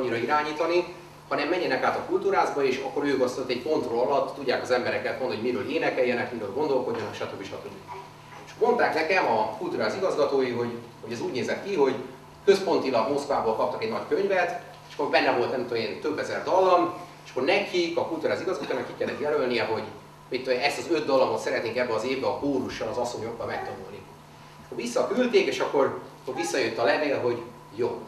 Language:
Hungarian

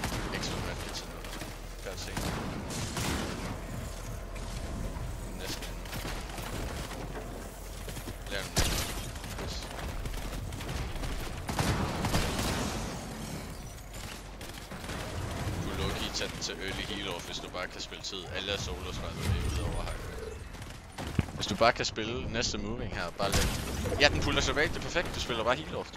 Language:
Danish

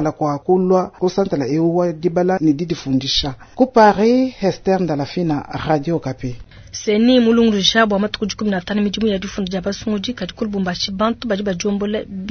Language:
Luba-Lulua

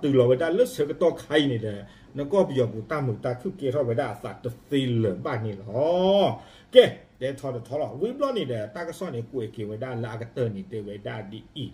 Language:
S'gaw Karen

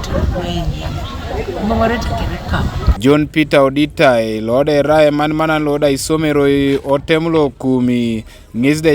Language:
Teso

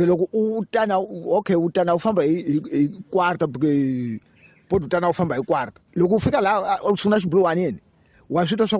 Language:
Tsonga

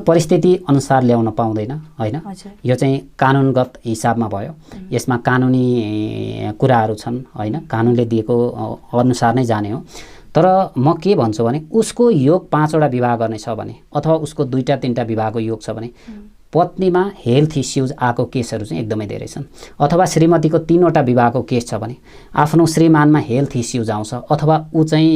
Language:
Nepali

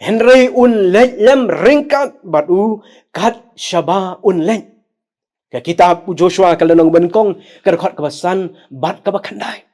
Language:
Khasi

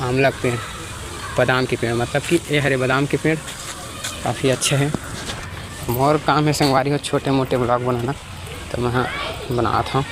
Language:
Chhattisgarhi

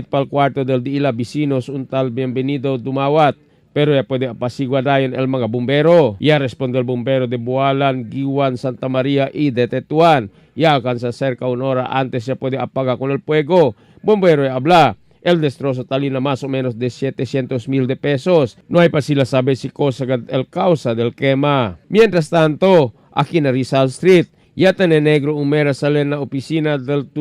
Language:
Chavacano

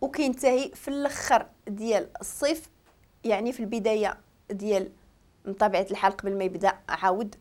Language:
Moroccan Arabic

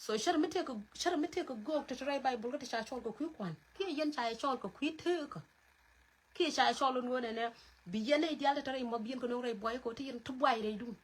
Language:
Nuer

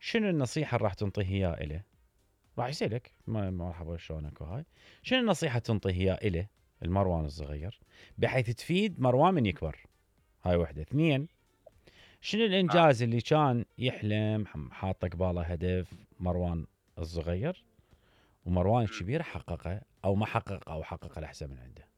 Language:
Mesopotamian Arabic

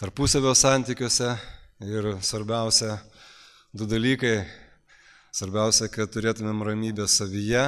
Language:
Lithuanian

